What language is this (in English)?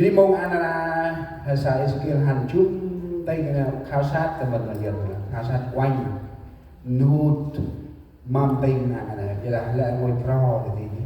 Central Mnong